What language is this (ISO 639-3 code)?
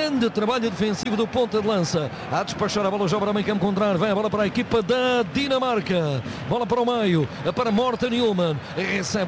por